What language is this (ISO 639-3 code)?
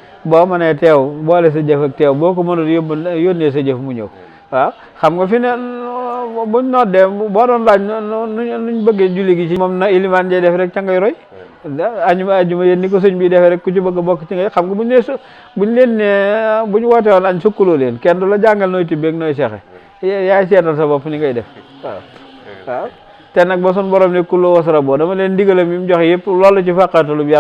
wol